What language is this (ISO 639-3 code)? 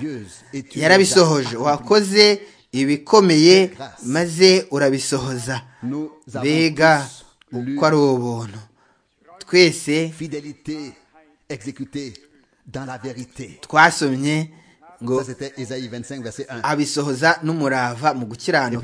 kin